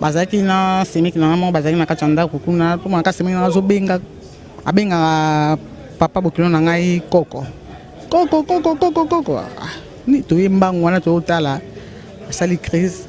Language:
Lingala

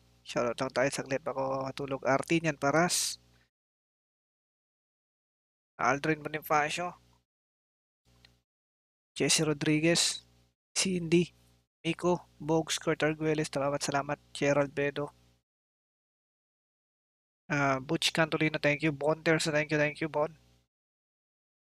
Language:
Filipino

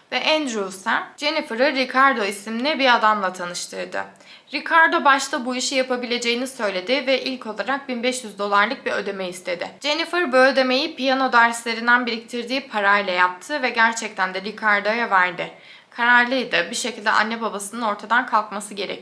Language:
Turkish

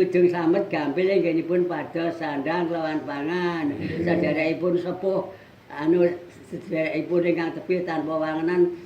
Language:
Javanese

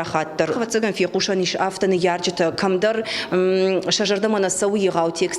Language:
Ossetic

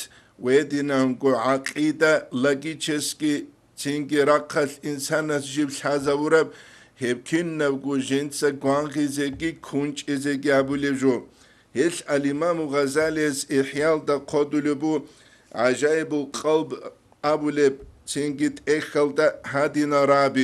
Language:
Avaric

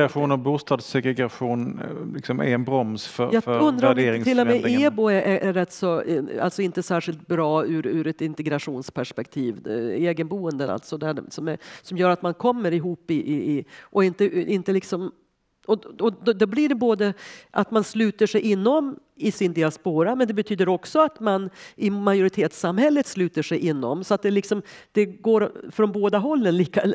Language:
Swedish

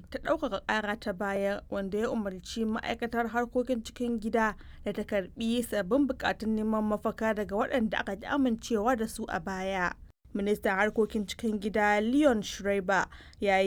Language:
Hausa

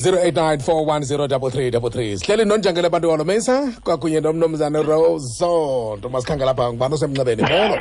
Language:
Xhosa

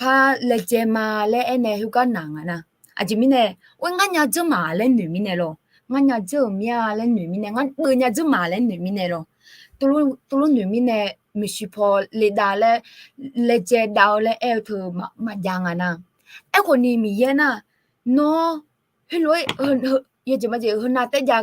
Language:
Akha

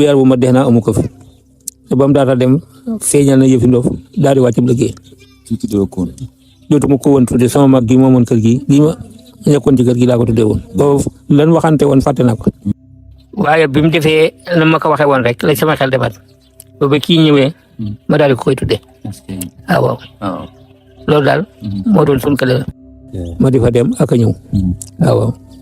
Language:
Wolof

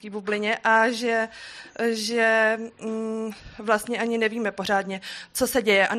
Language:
Czech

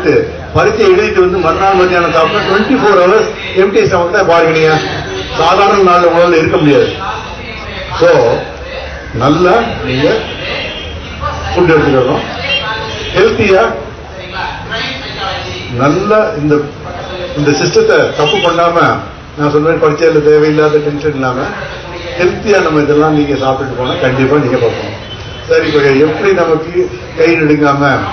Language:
Tamil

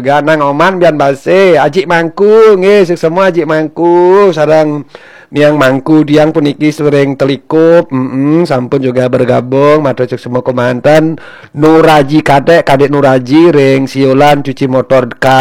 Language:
Balinese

